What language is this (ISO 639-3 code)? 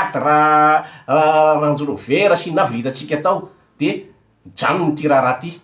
mlg